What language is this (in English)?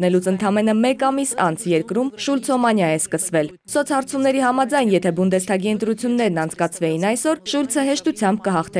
Armenian